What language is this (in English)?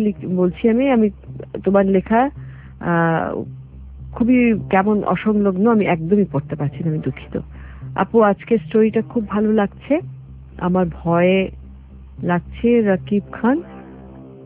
Bangla